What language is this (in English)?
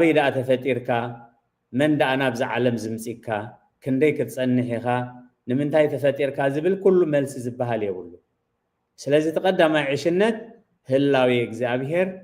Tigrinya